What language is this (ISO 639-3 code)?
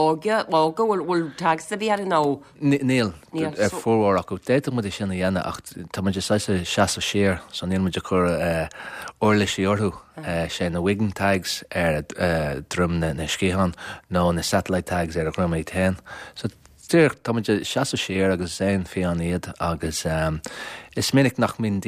gle